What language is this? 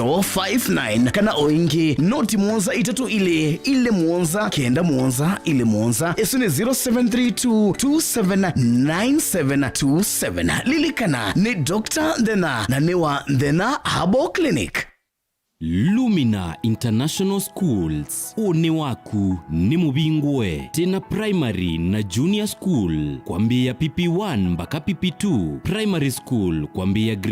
Kamba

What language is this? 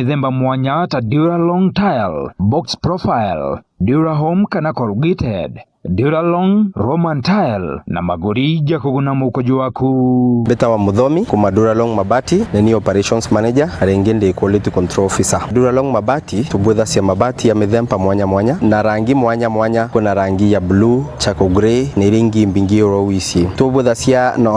Meru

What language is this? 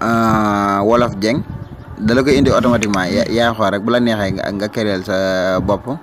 Wolof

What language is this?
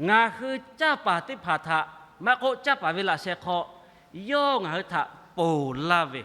Lahu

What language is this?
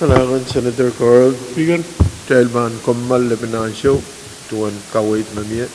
Pohnpeian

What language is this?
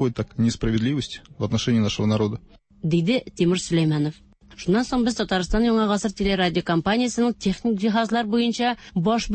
Tatar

